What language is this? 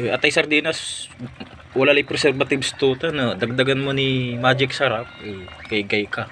Pangasinan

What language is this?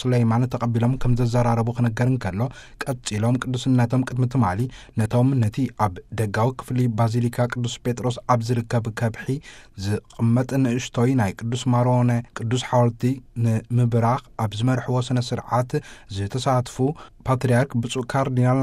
Tigrinya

